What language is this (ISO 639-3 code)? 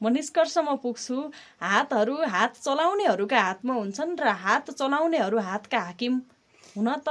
nep